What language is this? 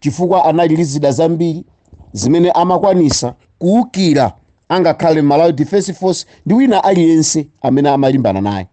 Nyanja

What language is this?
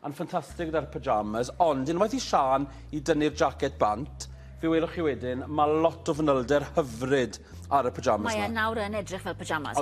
Welsh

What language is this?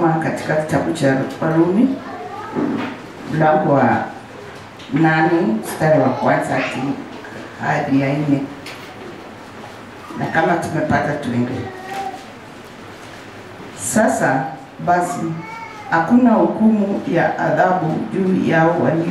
Swahili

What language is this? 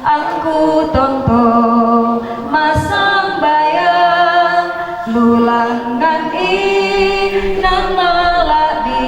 Toraja-Sa'dan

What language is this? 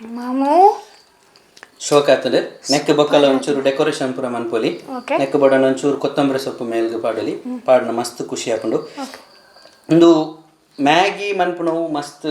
Tulu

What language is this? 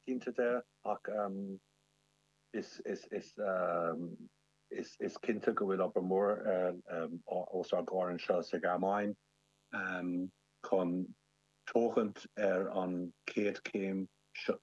Irish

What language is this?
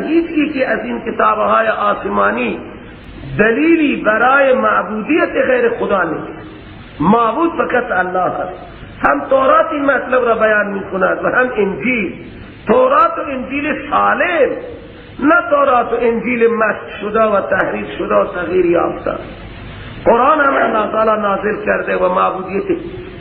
Persian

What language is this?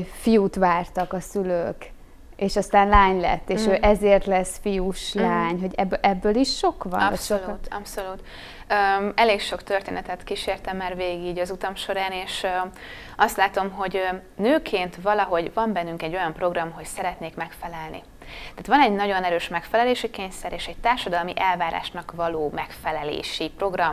Hungarian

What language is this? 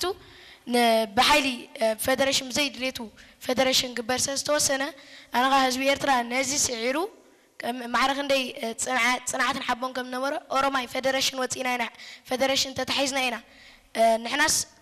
Tigrinya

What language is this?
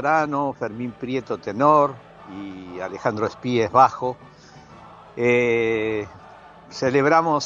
Spanish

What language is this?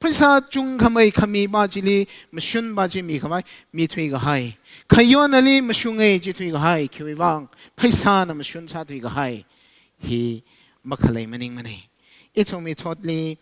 Tangkhul Naga (India)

